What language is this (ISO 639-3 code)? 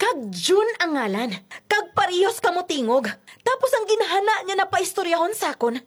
hil